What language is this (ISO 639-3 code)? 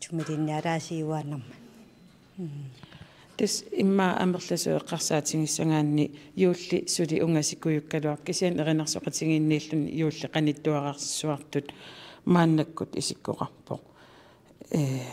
kal